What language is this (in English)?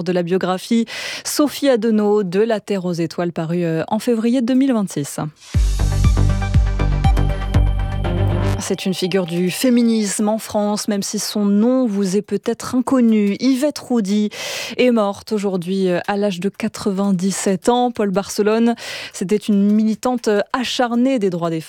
French